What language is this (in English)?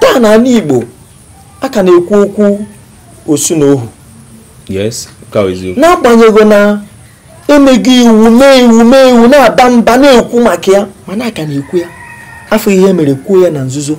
Igbo